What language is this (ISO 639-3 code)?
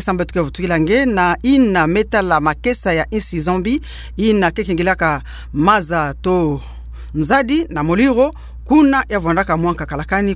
ktu